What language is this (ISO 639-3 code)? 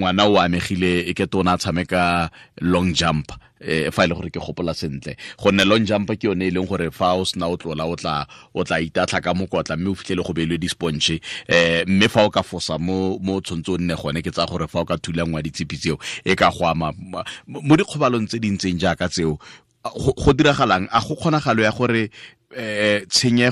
tsn